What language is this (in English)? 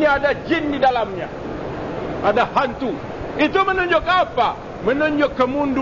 Malay